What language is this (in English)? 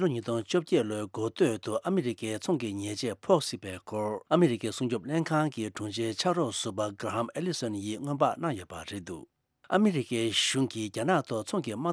Tibetan